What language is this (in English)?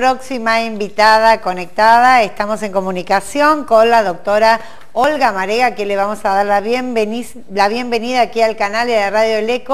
Spanish